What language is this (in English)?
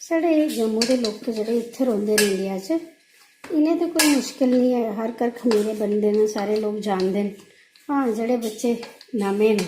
Dogri